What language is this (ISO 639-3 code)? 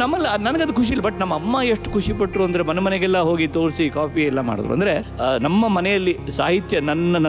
kan